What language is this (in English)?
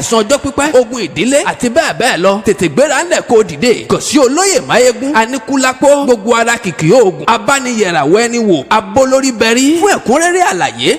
Yoruba